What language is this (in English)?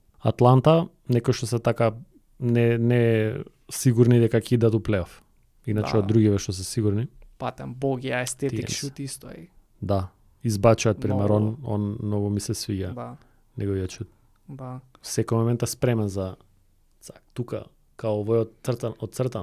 Macedonian